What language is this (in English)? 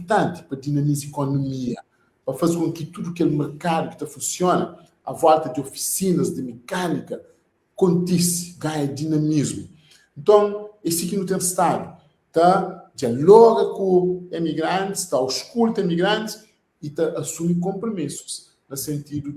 Kabuverdianu